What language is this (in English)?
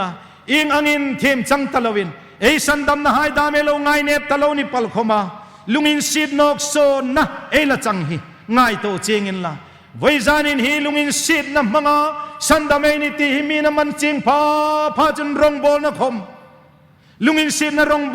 Hmar